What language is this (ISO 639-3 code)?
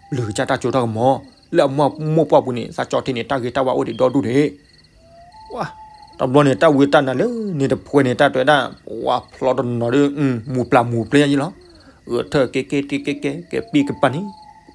ksw